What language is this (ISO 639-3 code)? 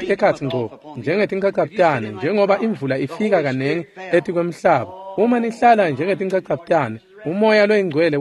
ssw